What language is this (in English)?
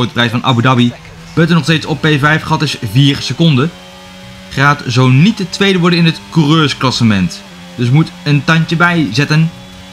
Dutch